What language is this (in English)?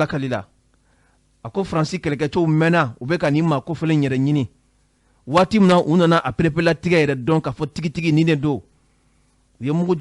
Bambara